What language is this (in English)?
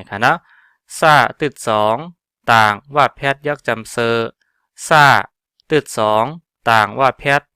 Shan